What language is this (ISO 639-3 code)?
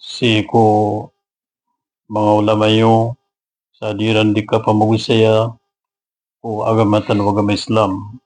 mrw